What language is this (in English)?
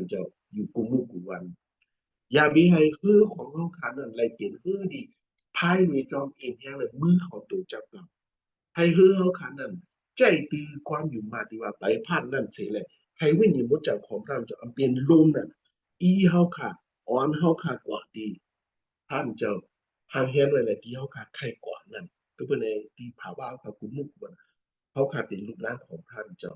Shan